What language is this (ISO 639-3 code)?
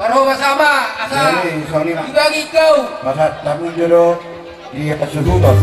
bbc